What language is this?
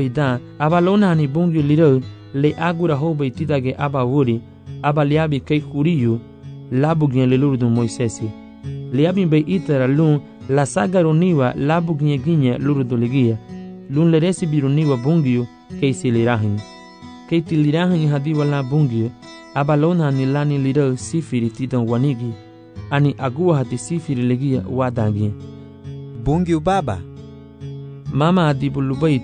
Garifuna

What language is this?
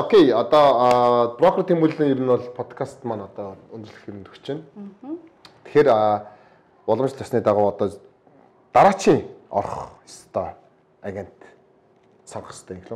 Mongolian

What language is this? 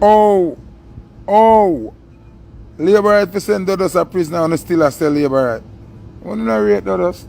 Jamaican Creole English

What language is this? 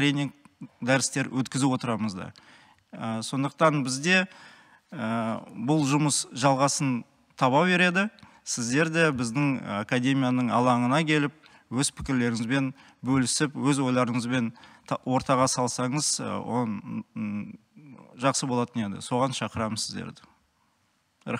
Kazakh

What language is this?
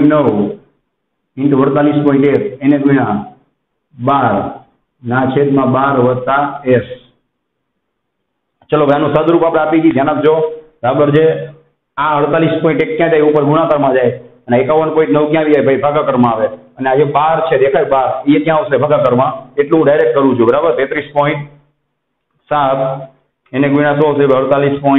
Gujarati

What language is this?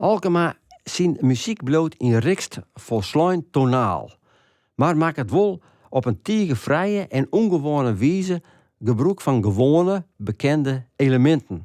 Western Frisian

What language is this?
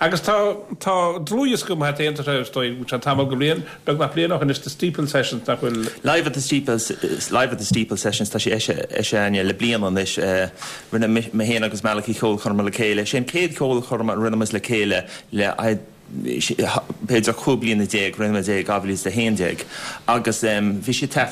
Irish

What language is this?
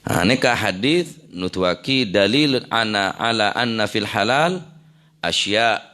Madurese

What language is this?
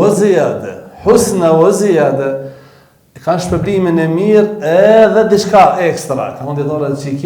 Albanian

